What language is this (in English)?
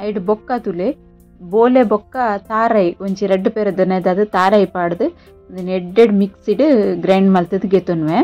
Tulu